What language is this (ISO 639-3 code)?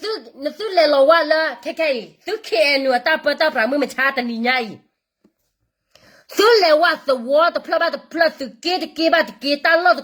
ksw